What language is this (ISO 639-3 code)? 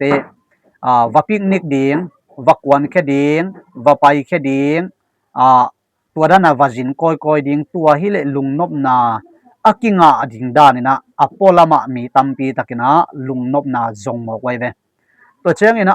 ctd